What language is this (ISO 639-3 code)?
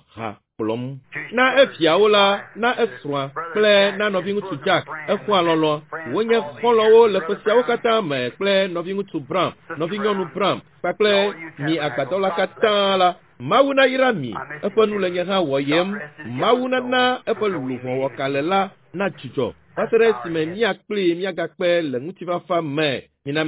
ewe